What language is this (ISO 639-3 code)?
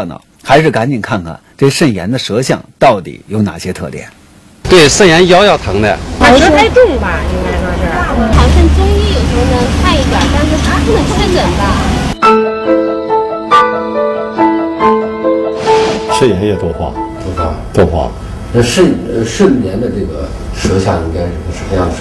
zho